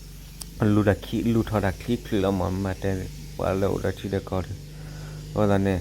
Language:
S'gaw Karen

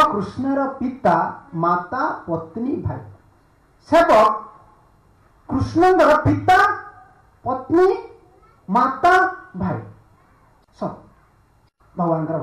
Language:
Odia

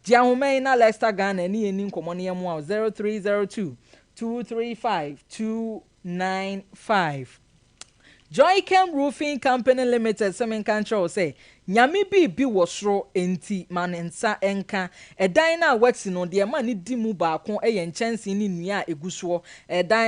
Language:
Akan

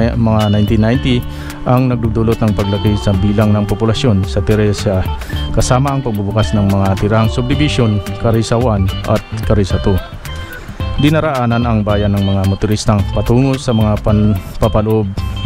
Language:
Filipino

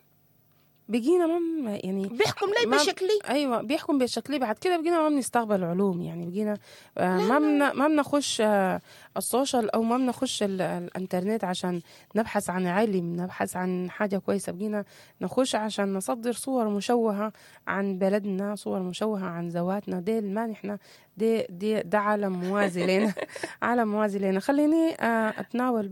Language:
Sudanese Arabic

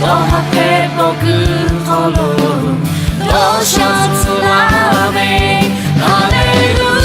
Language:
Lahu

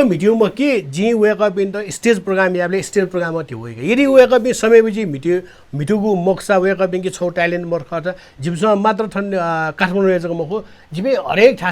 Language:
Newari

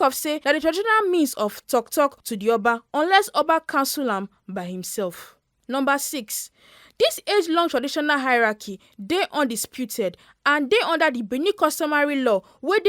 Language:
Nigerian Pidgin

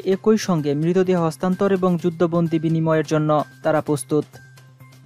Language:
Bangla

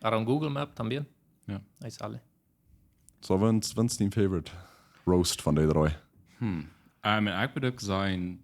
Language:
Plautdietsch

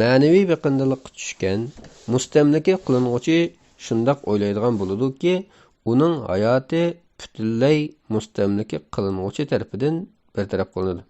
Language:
Uyghur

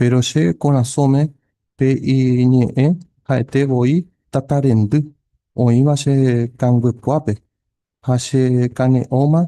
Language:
Guarani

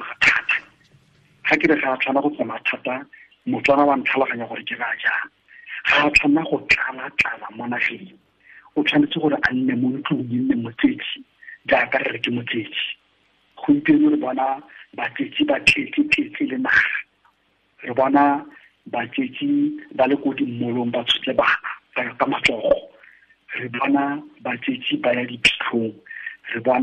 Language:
Tswana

